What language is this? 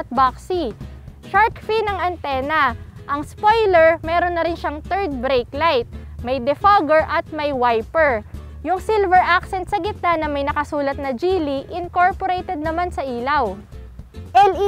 Filipino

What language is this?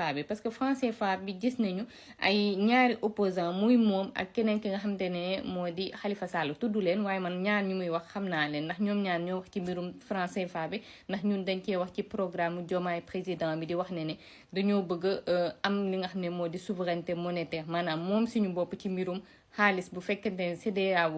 Wolof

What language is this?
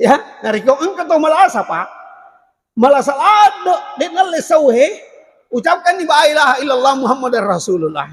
Buginese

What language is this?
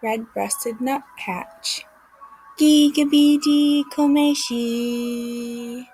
Ojibwa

